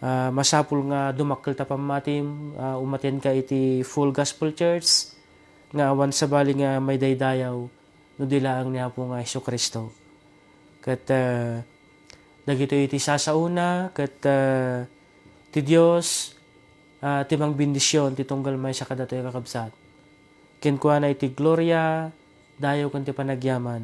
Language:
Iloko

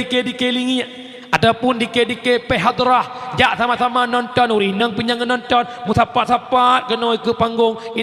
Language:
Achinese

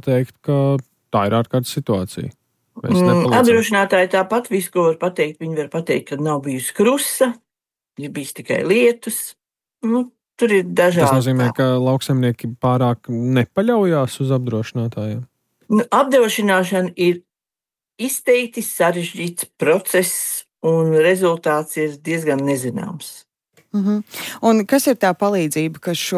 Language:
Latvian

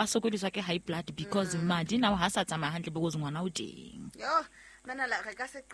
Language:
Southern Sotho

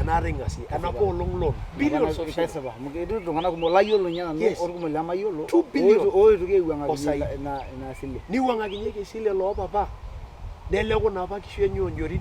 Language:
Masai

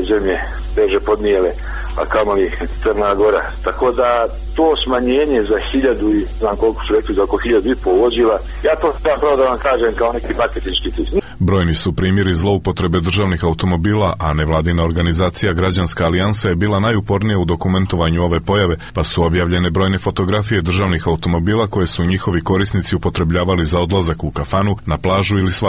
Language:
Serbian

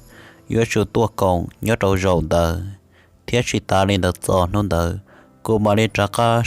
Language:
Hmong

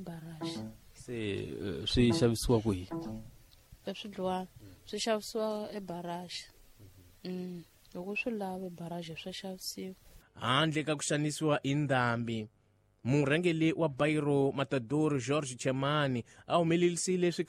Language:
Tsonga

